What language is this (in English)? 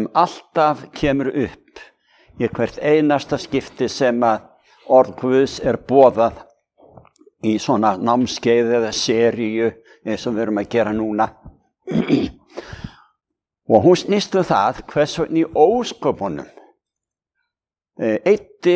Icelandic